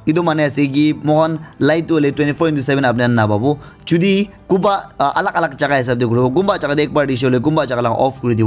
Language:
Naga Pidgin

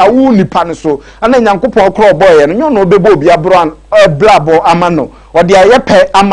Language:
Akan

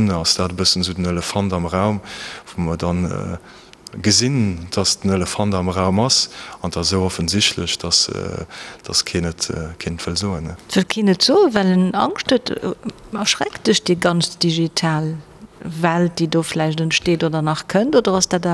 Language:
Luxembourgish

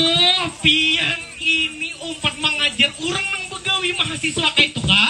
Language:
Banjar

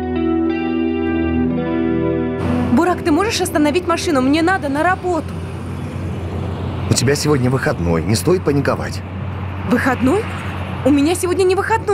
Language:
Russian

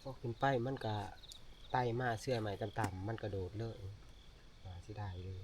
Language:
Northeastern Thai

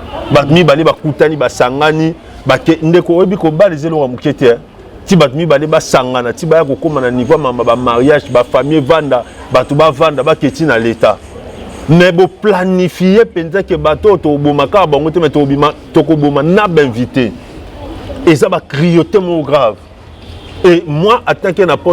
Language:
Lingala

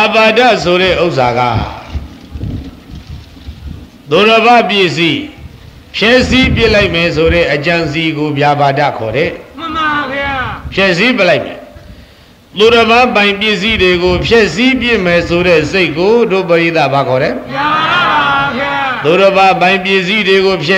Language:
Burmese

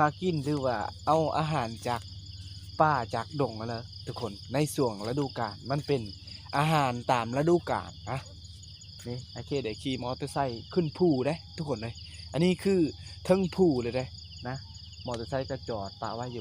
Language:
Lao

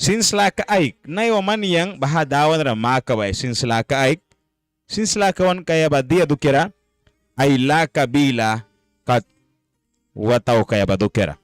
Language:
Mískito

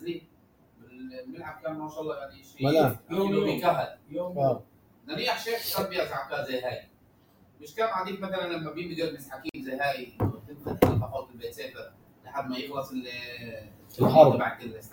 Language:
North Levantine Arabic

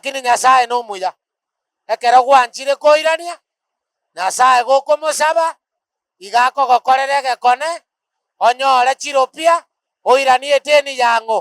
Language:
Gusii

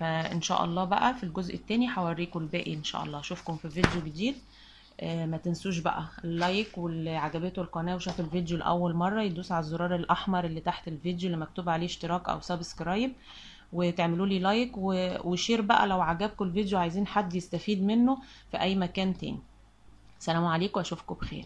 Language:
Egyptian Arabic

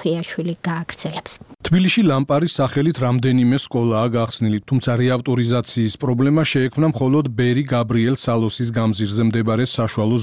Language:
Georgian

